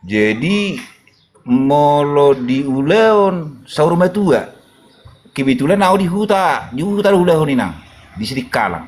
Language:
Batak Toba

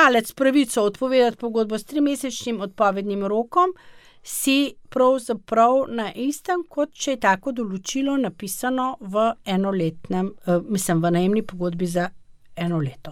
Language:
Slovenian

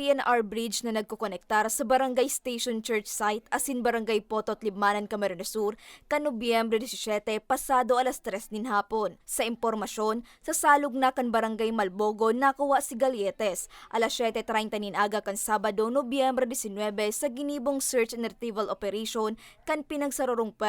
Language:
Bikol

